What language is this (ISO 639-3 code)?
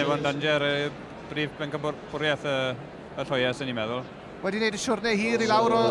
cym